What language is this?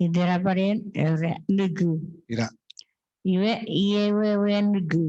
Chuukese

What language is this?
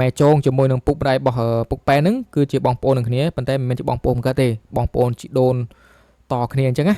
Khmer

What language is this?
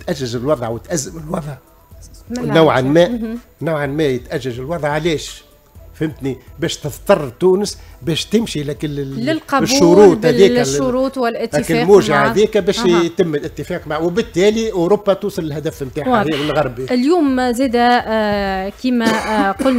Tunisian Arabic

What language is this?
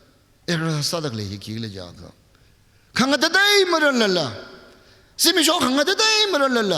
Tangkhul Naga (India)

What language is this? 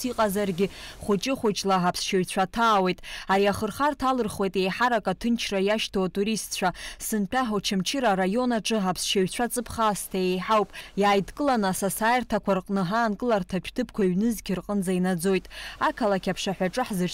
Abkhazian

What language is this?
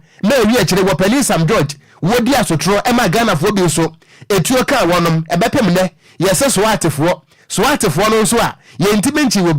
Akan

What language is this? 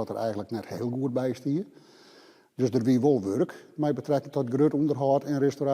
Western Frisian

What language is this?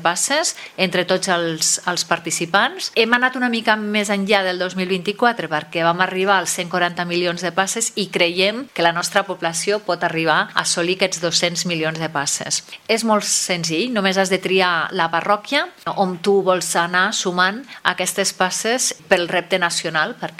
Catalan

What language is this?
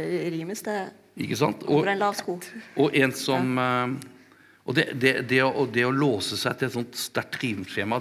Norwegian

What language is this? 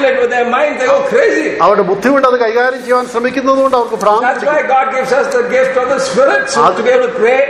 Malayalam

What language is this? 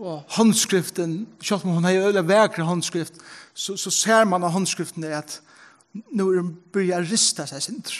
Faroese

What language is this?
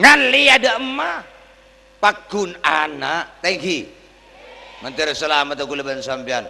Madurese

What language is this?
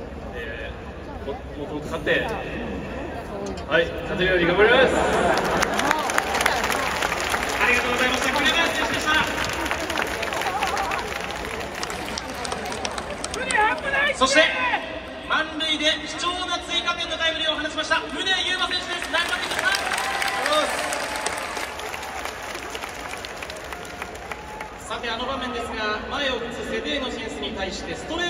Japanese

